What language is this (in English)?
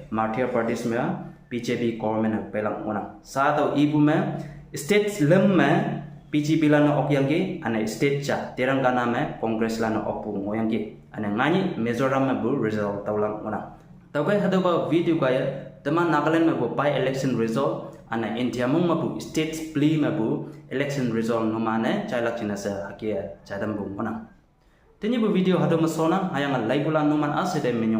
Konyak Naga